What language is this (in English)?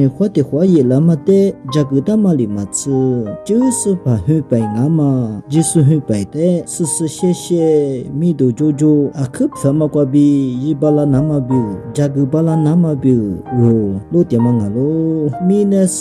Lisu